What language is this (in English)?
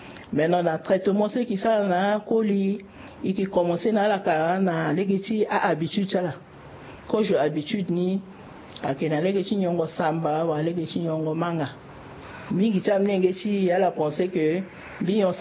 Sango